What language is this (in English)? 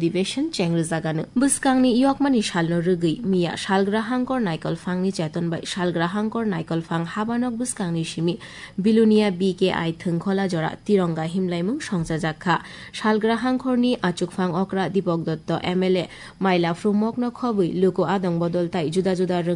Kok Borok